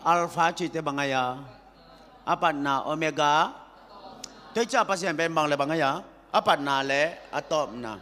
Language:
Tedim Chin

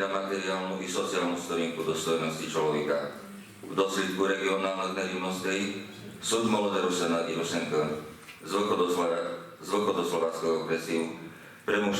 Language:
Rusyn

